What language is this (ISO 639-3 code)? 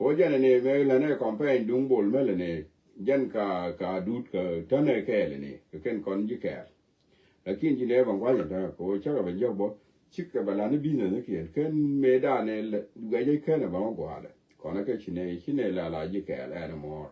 nus